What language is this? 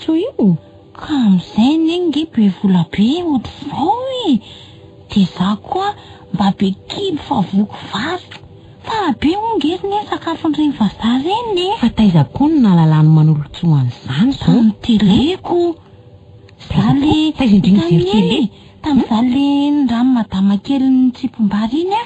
Malagasy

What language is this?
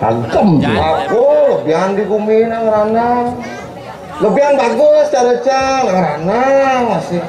Balinese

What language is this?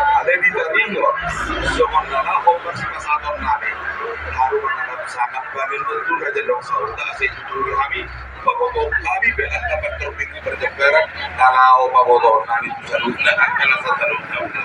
Batak Toba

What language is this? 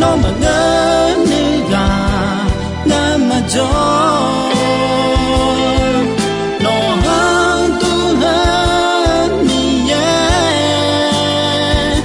Akha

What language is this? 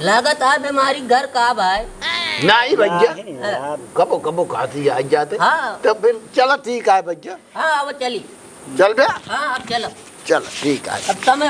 Awadhi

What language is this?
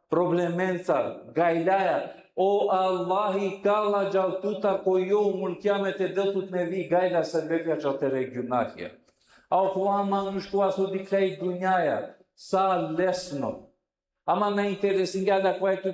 Balkan Romani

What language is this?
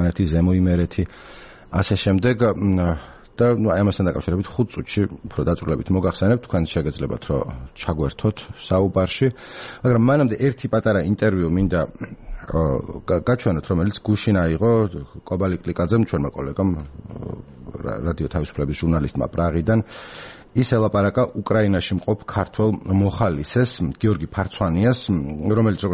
Georgian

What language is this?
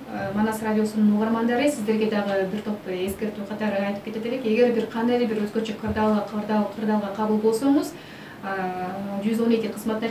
Kyrgyz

